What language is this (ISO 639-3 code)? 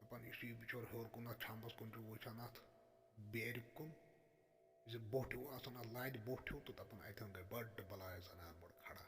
kas